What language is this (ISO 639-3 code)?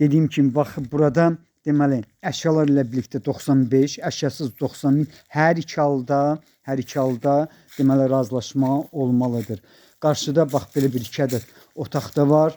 aze